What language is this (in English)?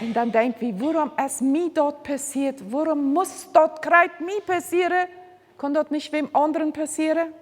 Plautdietsch